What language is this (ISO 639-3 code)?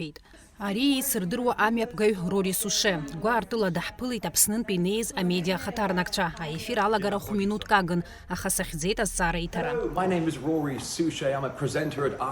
abk